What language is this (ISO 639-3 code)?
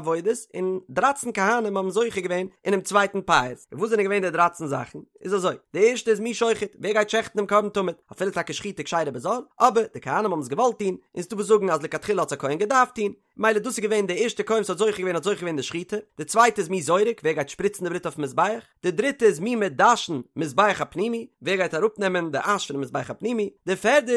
yid